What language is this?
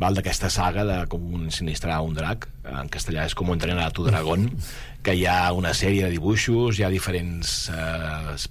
Catalan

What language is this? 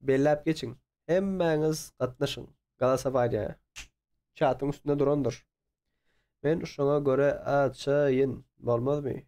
Turkmen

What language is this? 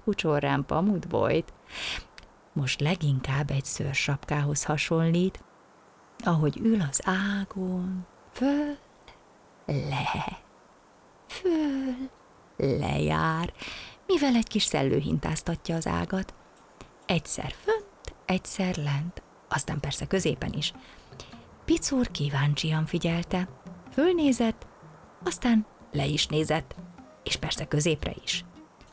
Hungarian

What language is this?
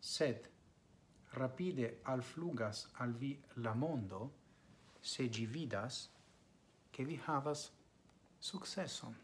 Esperanto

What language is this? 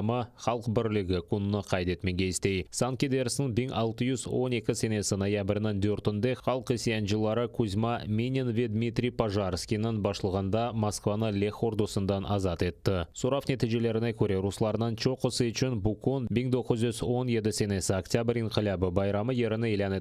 Crimean Tatar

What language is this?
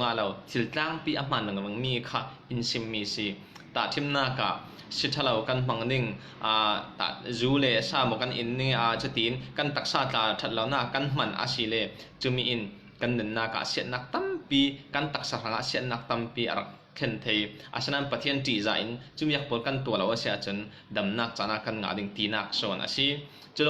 Falam Chin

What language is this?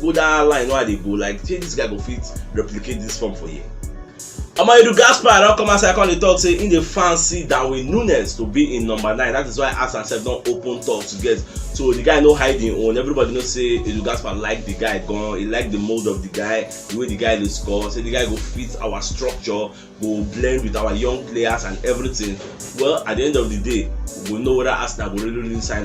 Nigerian Pidgin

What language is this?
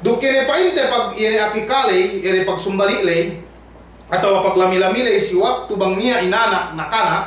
Yakan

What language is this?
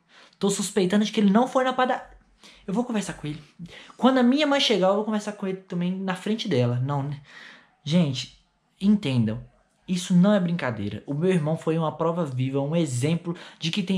Portuguese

